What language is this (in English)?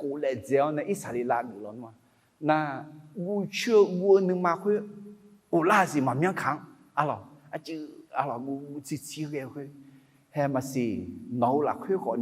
Akha